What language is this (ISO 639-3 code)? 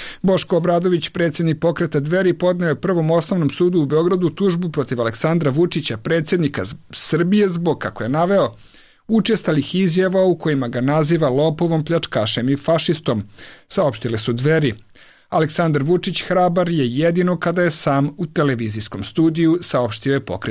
srp